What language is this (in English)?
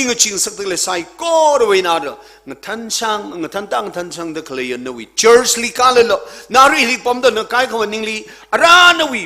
Tangkhul Naga (India)